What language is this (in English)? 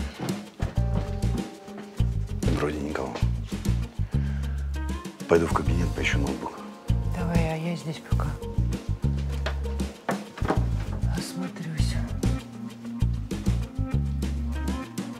Russian